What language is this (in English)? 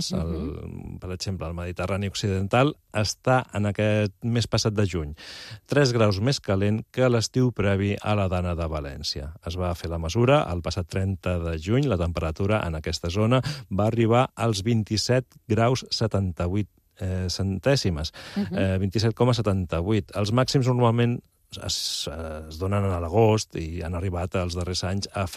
Catalan